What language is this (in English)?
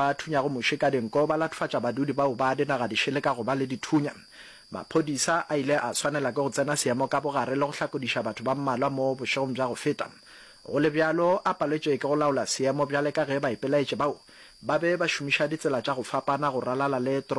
Northern Sotho